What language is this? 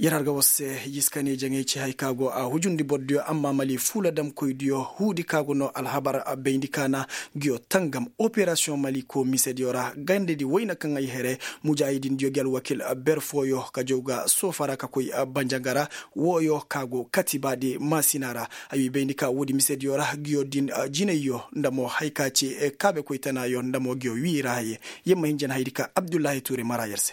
Koyraboro Senni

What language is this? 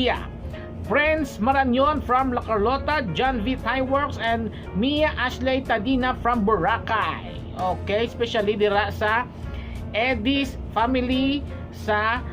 Hiligaynon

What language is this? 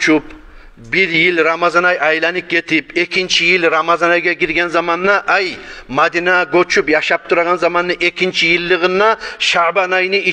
Kumyk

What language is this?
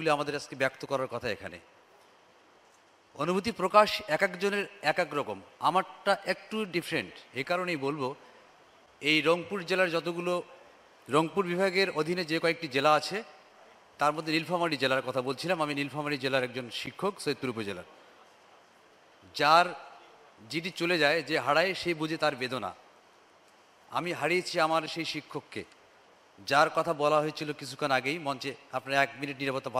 Bangla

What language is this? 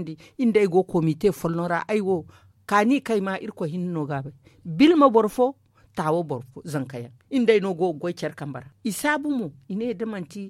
Zarma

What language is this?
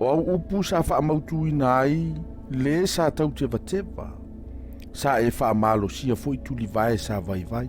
Samoan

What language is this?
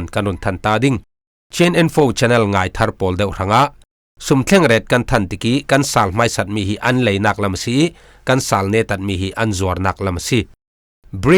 Falam Chin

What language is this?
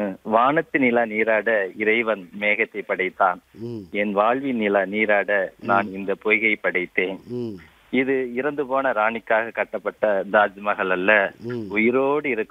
Tamil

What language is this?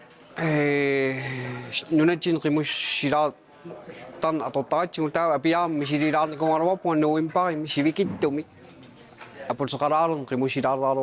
Kalaallisut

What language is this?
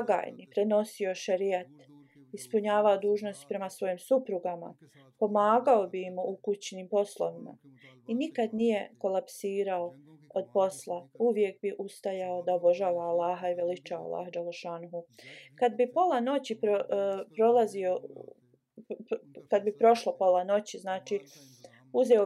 Bosnian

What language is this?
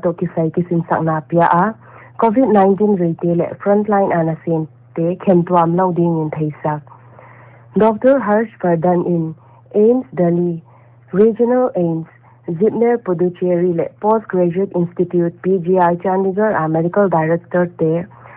Paite Chin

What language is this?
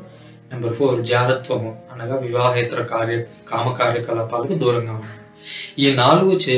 Telugu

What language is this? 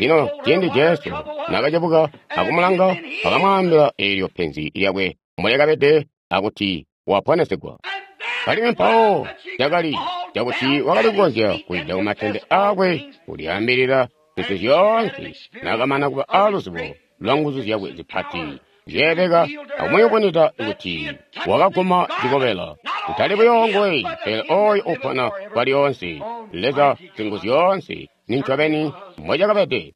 Tonga (Zambia)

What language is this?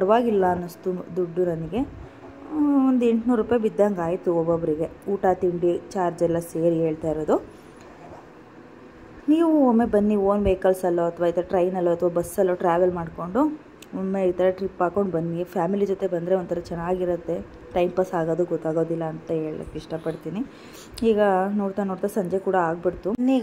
Kannada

